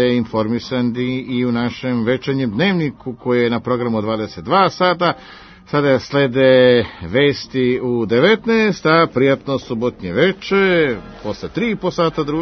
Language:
Serbian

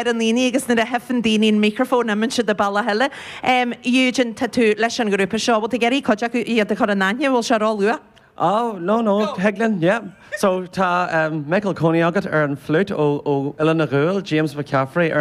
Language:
Irish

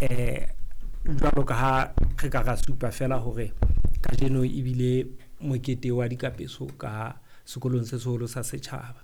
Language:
Southern Sotho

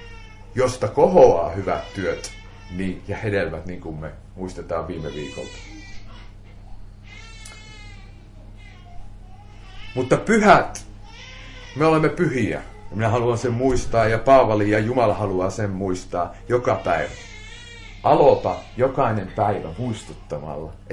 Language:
Finnish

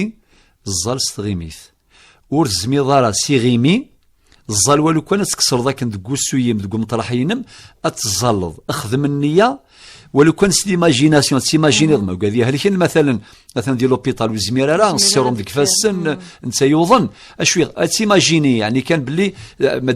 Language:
Kabyle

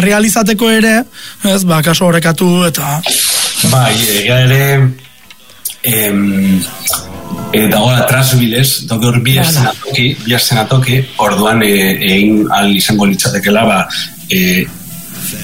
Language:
Basque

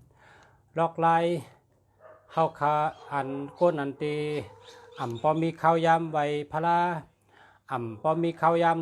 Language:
Shan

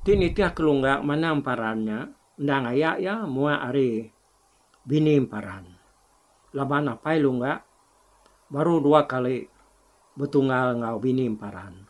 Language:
Iban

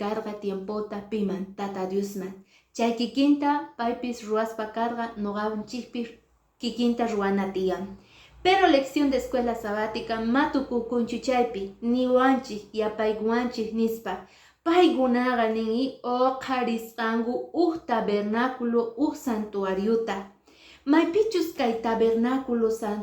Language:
Quechua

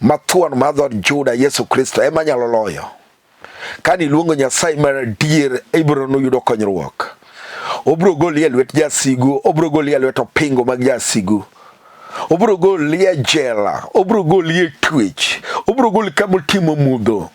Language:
Luo (Kenya and Tanzania)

